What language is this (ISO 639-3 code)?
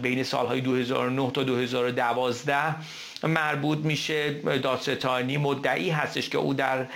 fas